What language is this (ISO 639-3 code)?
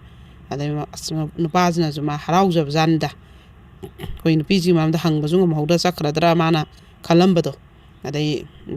mni